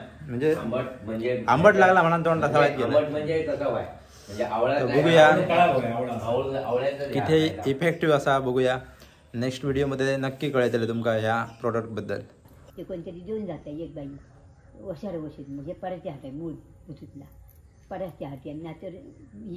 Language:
Konkani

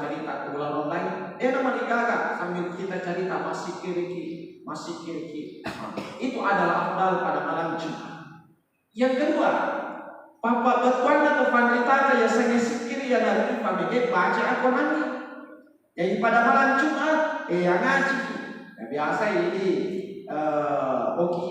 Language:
Buginese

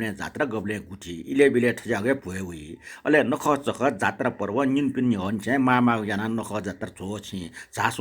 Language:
Newari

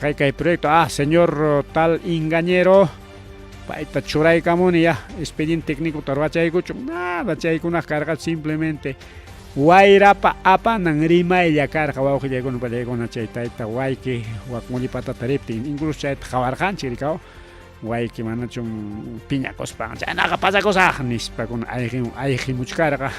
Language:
Ayacucho Quechua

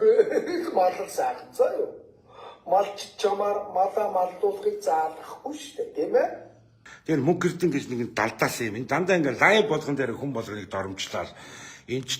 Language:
Mongolian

